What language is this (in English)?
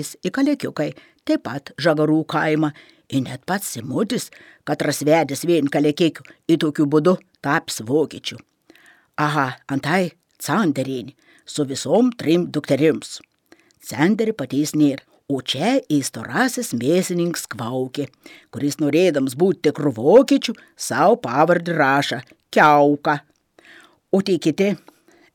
Lithuanian